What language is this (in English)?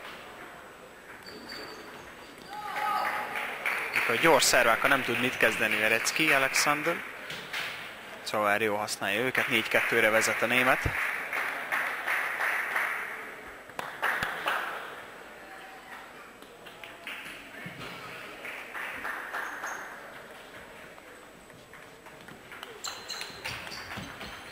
Hungarian